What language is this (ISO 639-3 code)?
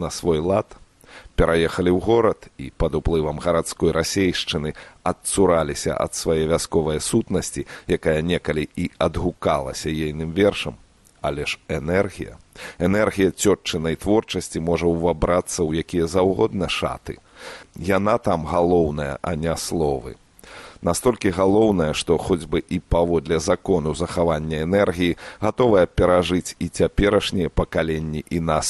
bel